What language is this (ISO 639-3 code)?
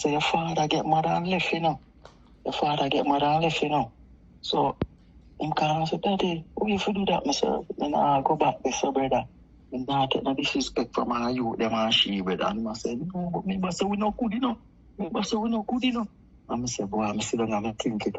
jam